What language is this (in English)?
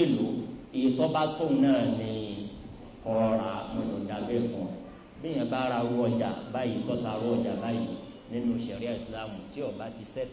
Yoruba